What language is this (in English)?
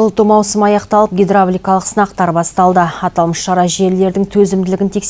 Kazakh